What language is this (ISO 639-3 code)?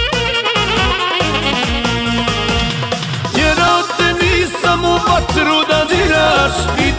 hrv